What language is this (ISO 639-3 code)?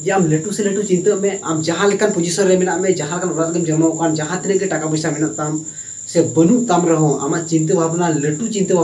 sat